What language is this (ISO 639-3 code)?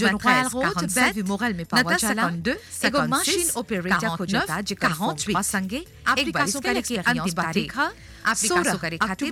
bho